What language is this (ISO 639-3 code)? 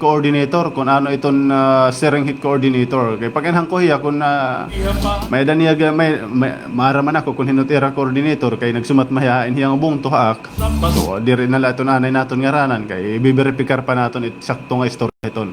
war